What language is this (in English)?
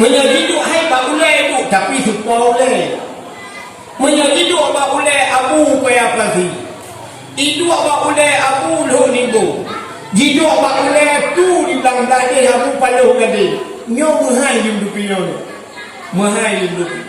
Achinese